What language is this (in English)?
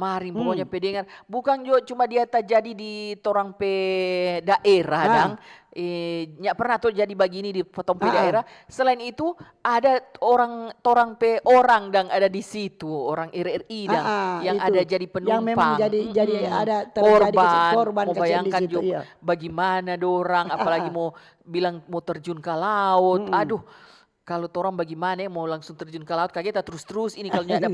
Manado Malay